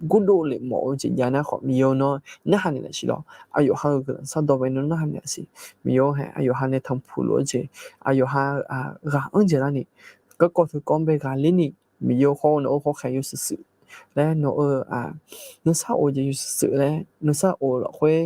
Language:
Akha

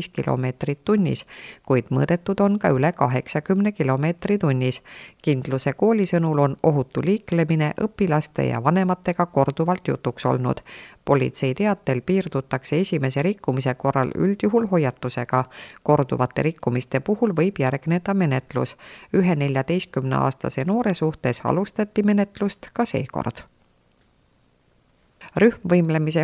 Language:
Estonian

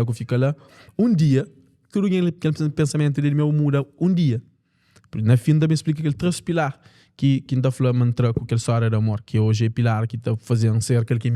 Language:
Kabuverdianu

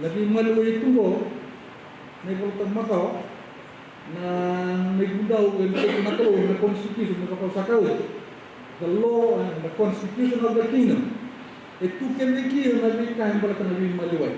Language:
Fijian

